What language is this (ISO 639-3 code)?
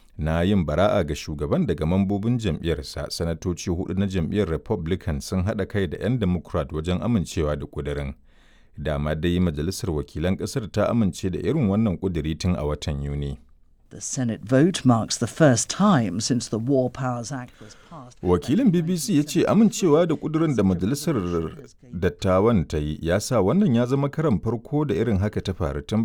hau